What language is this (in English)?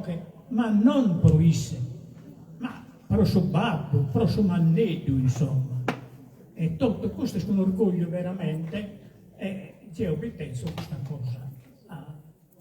Sardinian